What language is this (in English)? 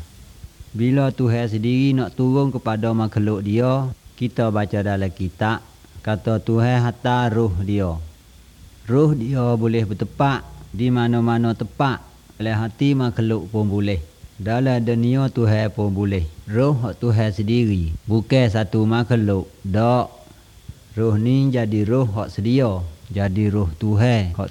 Malay